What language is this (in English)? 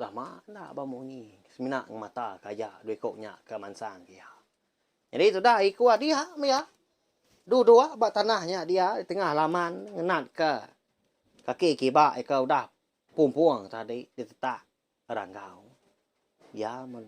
Iban